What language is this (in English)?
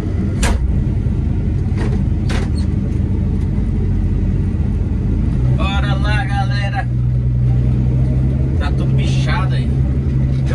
Portuguese